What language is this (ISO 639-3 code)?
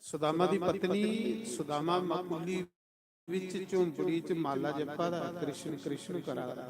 doi